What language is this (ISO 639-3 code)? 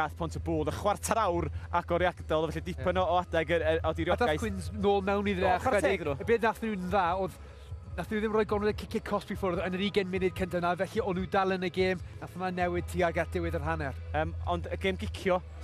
cym